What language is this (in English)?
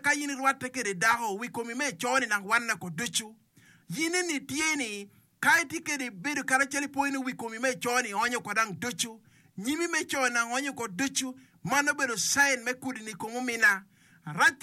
Acoli